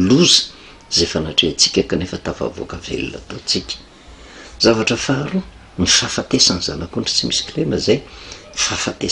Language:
Malagasy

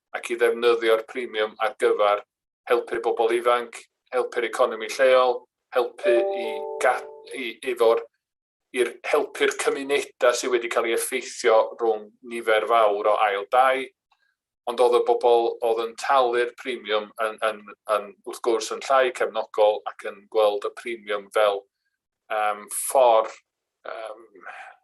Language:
Welsh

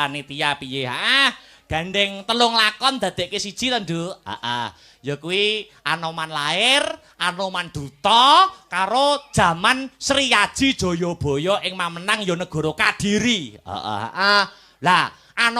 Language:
Javanese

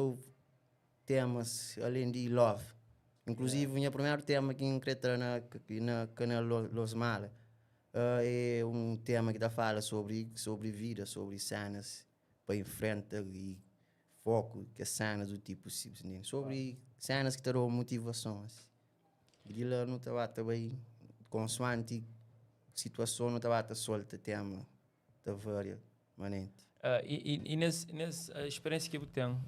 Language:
Kabuverdianu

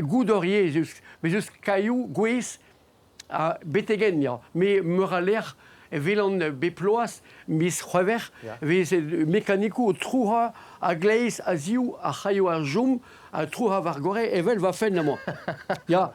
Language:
Breton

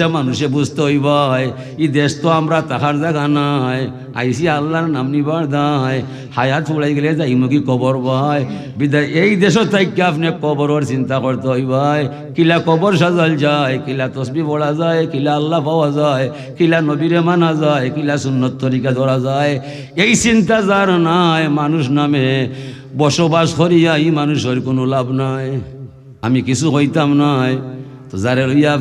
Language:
Sylheti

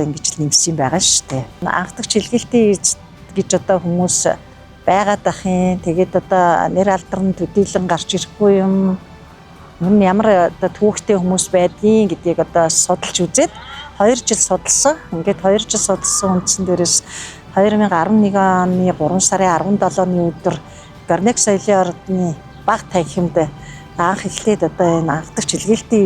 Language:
Mongolian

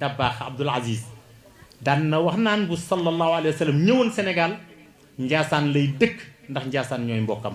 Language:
Wolof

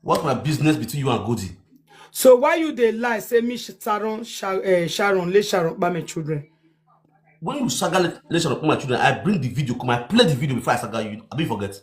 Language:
Nigerian Pidgin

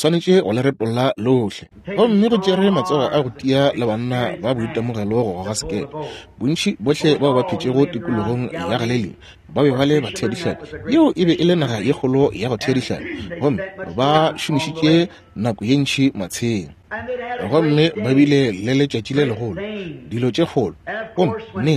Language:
Northern Sotho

